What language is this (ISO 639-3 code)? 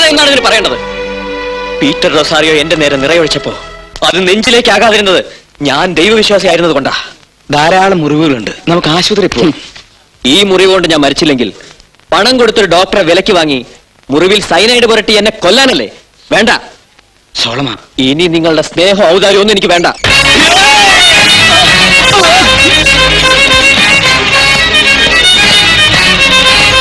mal